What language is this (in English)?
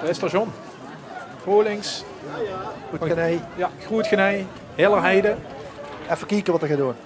Limburgish